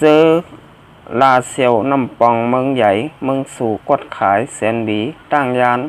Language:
Shan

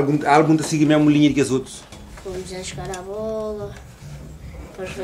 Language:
Kabuverdianu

